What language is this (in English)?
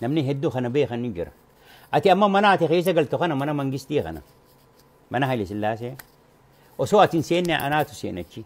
Oromo